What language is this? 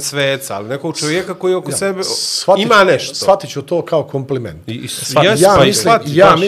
Bosnian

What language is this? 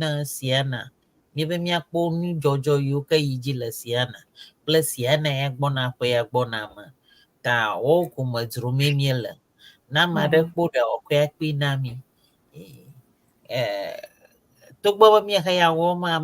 Ewe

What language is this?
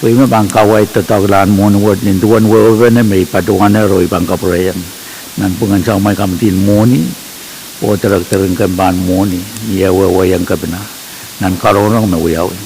Pohnpeian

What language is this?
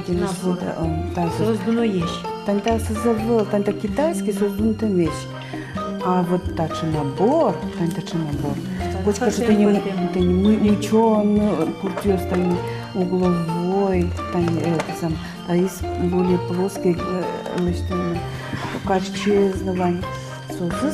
Udmurt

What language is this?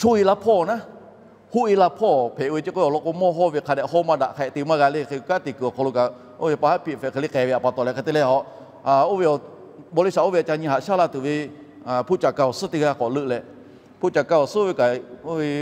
Lahu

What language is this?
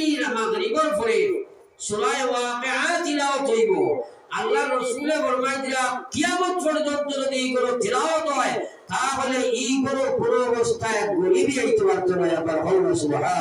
Sylheti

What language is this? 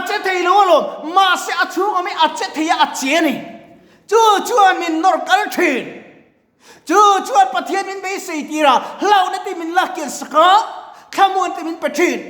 Mizo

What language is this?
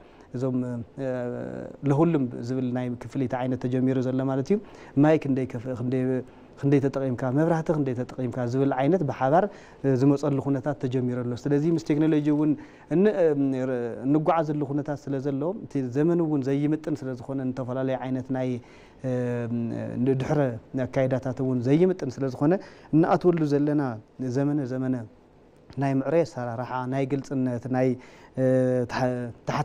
Tigrinya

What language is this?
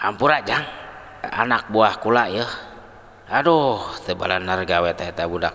Sundanese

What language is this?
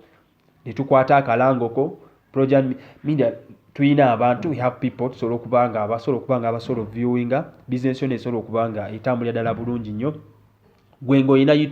Ganda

